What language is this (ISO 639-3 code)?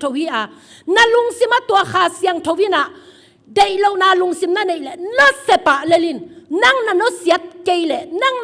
ctd